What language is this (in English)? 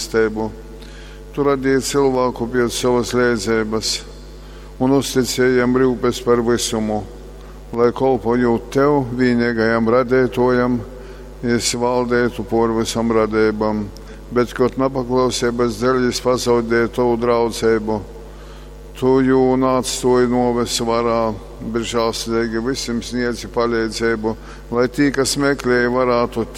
Latgalian